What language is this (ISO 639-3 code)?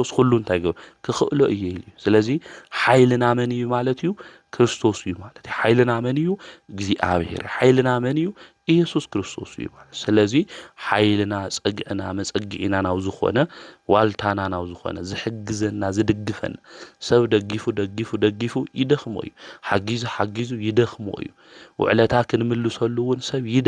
tir